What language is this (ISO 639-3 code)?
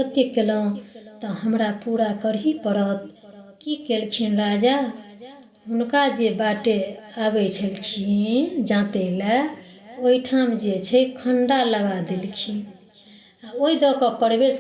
mai